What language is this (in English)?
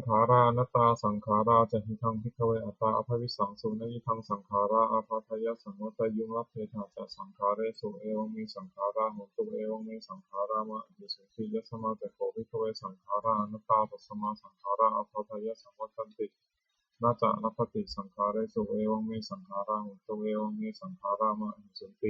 Pali